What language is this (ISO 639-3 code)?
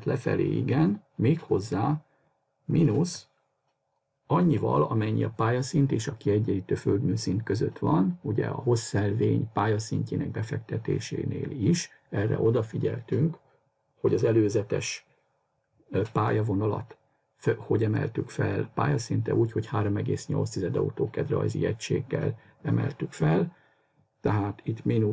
hun